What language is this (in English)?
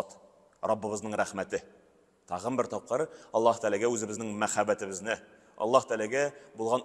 Tatar